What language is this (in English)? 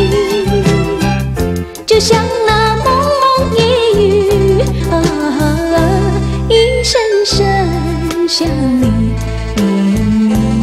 Chinese